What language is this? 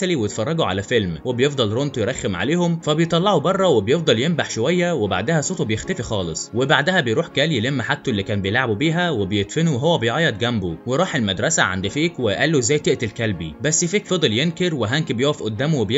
Egyptian Arabic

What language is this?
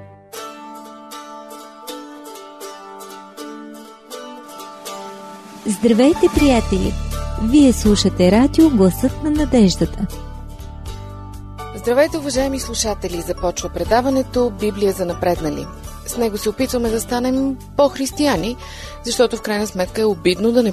Bulgarian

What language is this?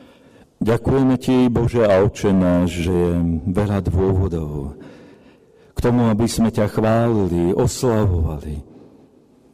Slovak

